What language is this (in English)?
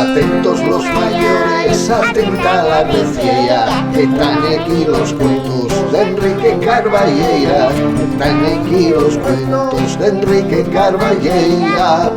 Asturian